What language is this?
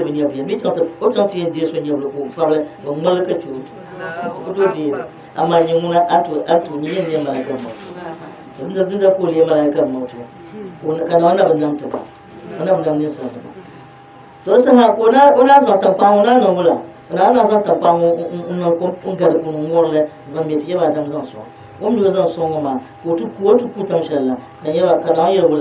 Dagbani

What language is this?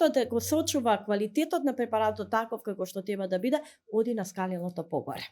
Macedonian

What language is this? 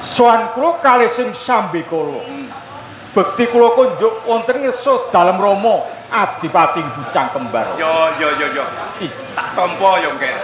Javanese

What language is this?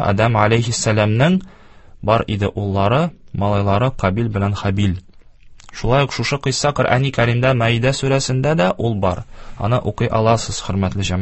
Tatar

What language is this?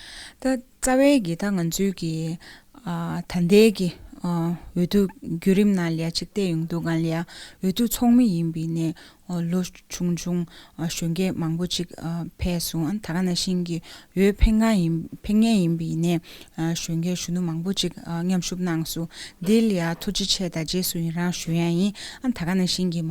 Tibetan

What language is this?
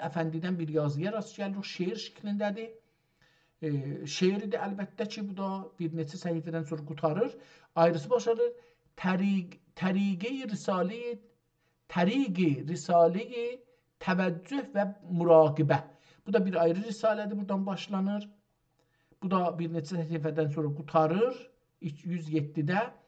South Azerbaijani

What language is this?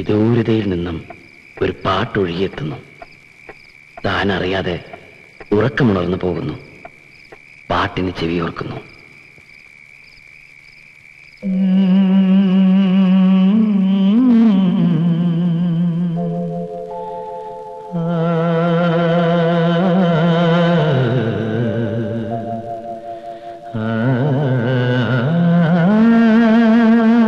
Malayalam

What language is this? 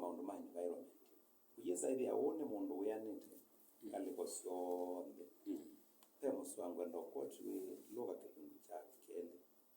Kamba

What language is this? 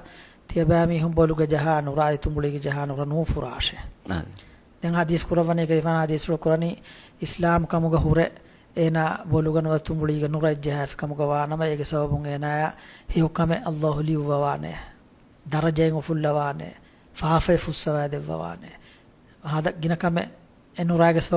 Divehi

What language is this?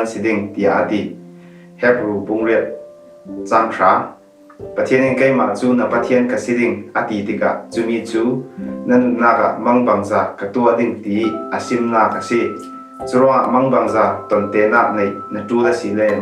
Falam Chin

